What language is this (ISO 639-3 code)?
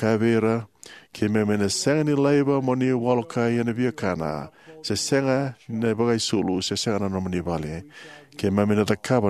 fij